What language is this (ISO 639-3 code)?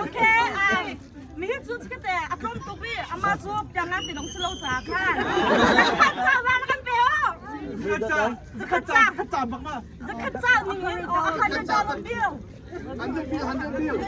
cnh